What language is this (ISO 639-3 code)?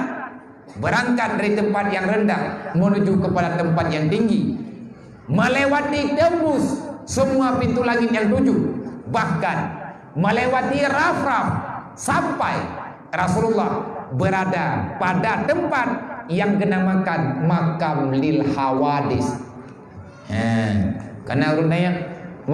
ace